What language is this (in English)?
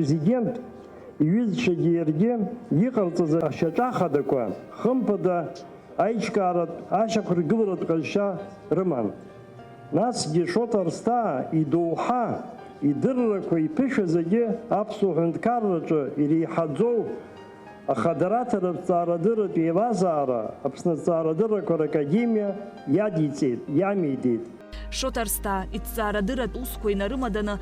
Abkhazian